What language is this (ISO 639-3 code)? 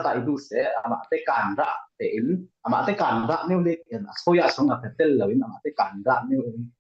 cfm